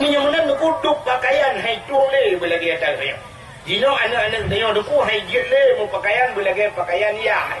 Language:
Achinese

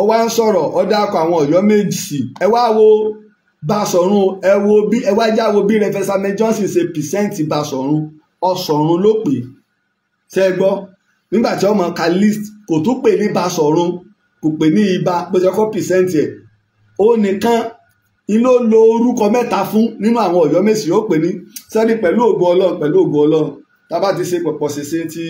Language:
Yoruba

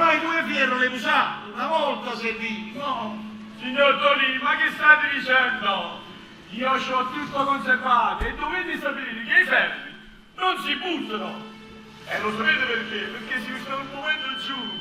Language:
Neapolitan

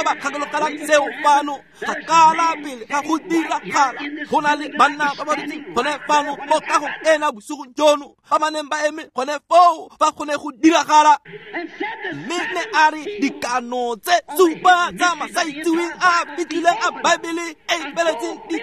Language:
Tswana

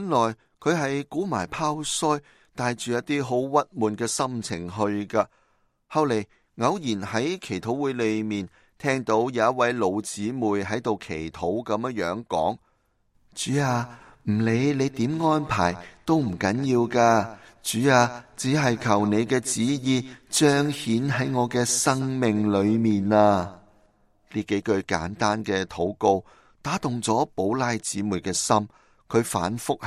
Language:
Cantonese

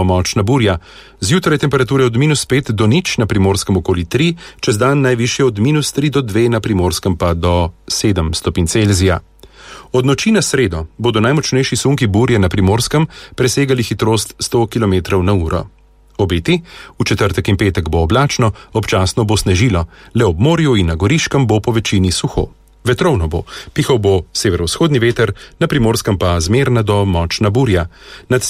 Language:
Slovenian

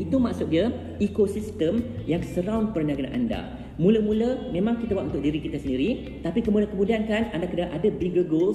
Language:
Malay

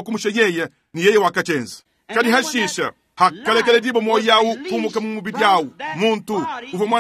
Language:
Luba-Lulua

